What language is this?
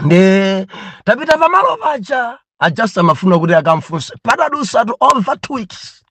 Nyanja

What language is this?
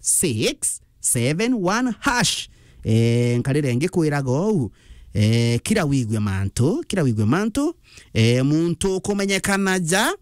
Meru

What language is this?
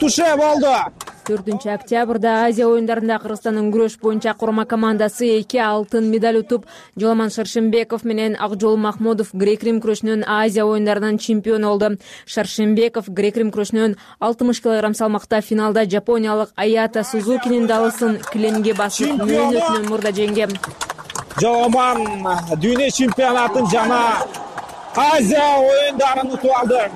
Kyrgyz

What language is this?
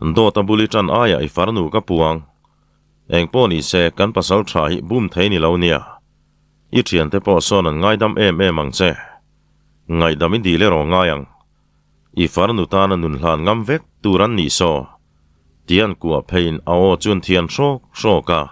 Mizo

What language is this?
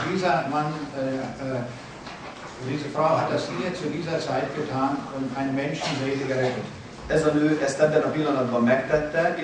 Hungarian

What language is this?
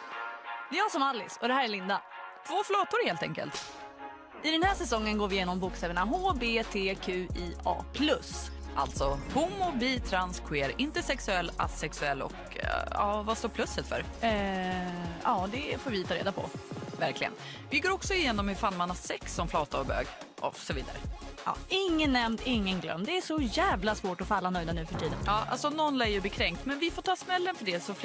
Swedish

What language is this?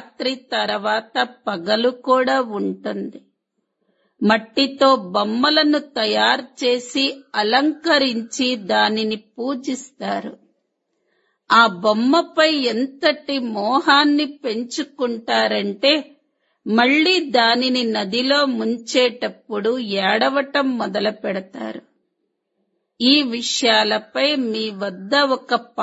Telugu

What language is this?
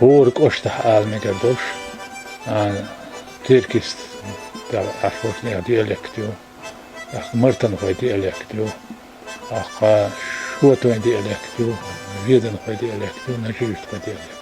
Chechen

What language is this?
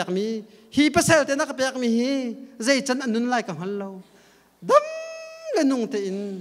Hakha Chin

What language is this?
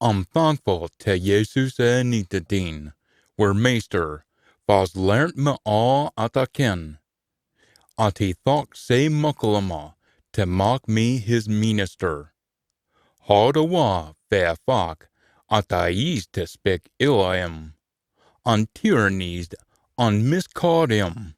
Scots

